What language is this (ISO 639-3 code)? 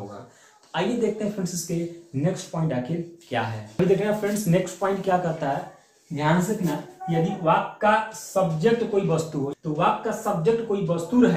hin